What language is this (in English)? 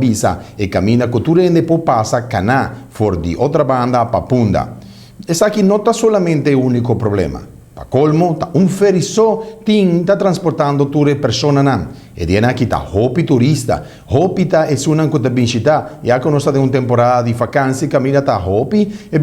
Papiamento